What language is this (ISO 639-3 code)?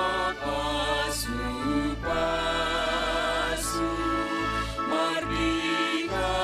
bts